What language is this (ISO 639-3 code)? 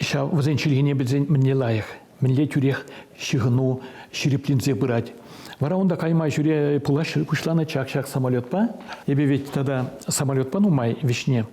chv